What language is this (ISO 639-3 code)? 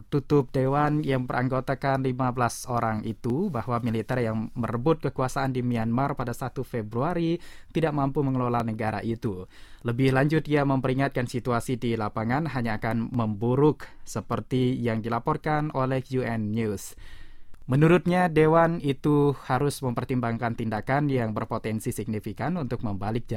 ind